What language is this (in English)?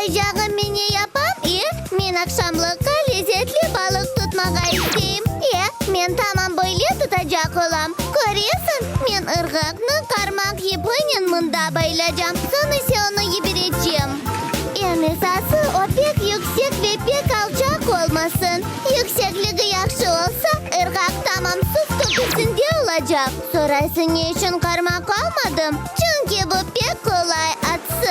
Crimean Tatar